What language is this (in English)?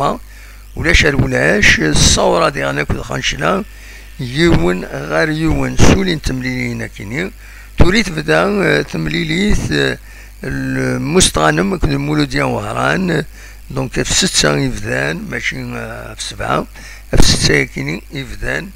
Kabyle